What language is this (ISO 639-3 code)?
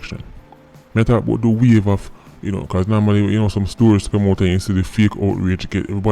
jam